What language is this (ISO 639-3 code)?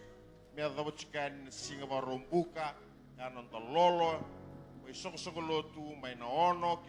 fij